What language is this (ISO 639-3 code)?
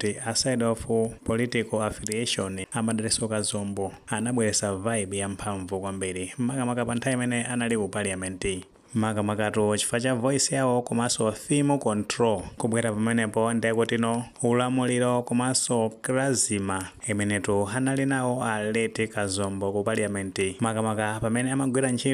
nya